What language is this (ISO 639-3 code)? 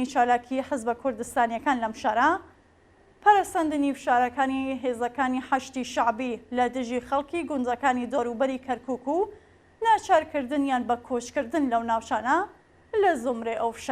ckb